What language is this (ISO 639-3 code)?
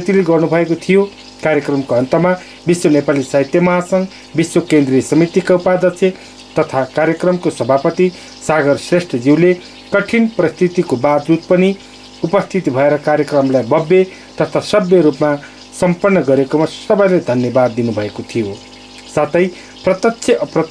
nep